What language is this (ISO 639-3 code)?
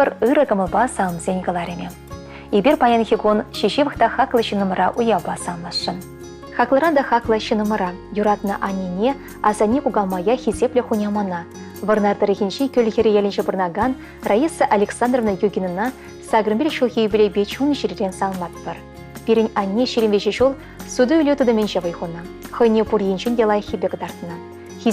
chv